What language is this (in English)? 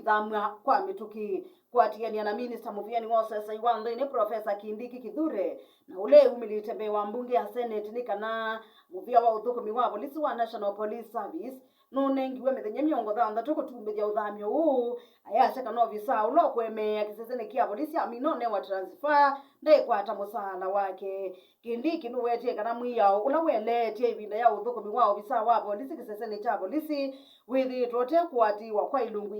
Kamba